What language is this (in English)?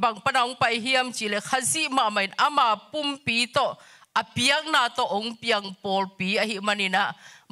Tedim Chin